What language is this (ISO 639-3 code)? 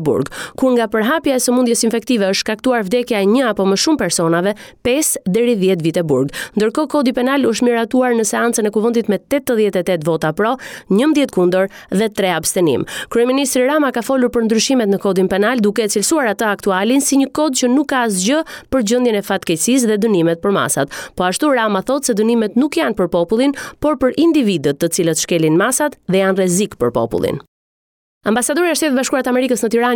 sqi